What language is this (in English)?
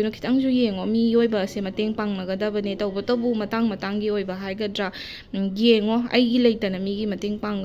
Manipuri